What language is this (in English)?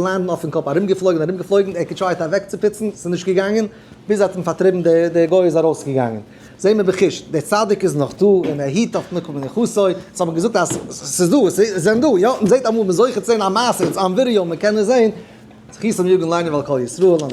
Yiddish